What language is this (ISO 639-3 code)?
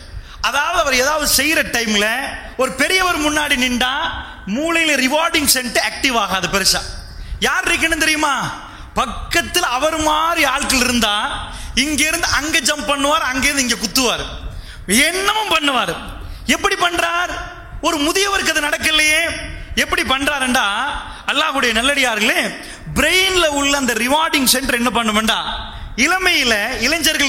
tam